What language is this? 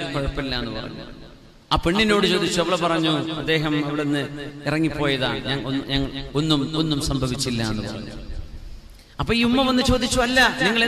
Malayalam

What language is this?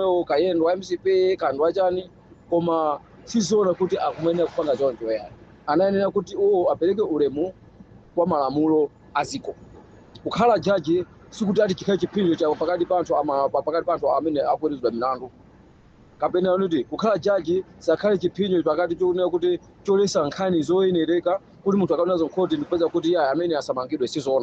Nyanja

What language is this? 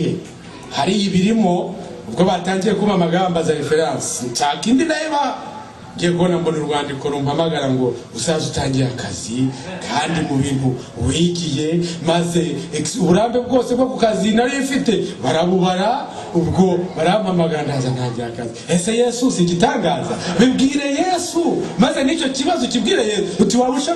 Kinyarwanda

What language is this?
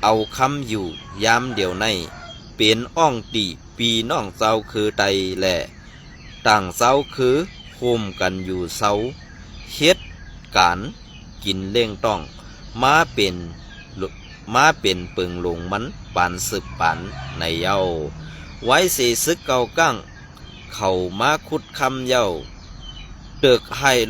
Shan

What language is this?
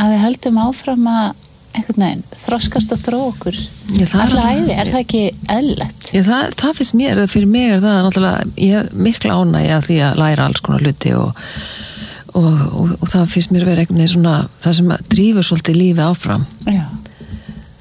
Icelandic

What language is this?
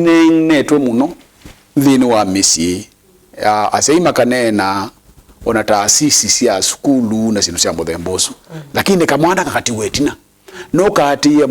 Kamba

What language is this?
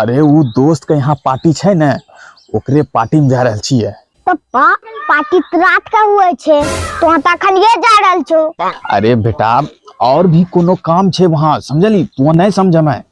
Angika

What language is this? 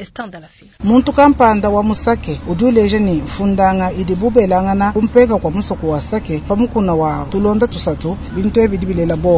Luba-Lulua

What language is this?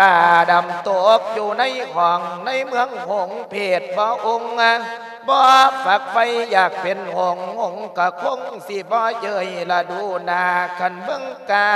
Lao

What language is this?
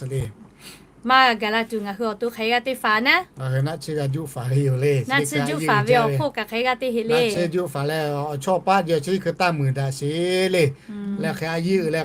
Lahu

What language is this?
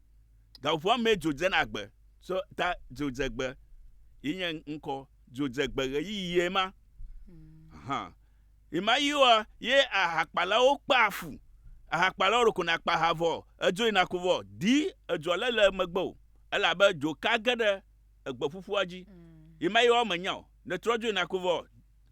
Ewe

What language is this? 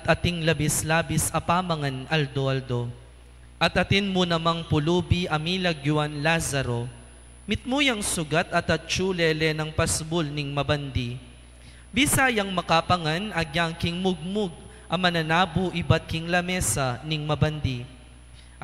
Pampanga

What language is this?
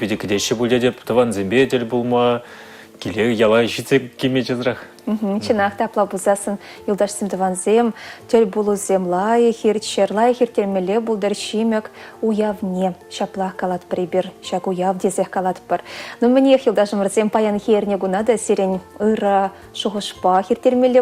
Chuvash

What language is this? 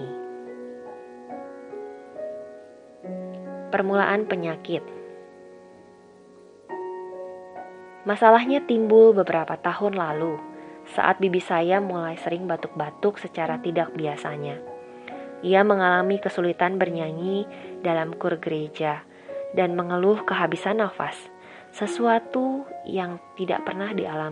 Indonesian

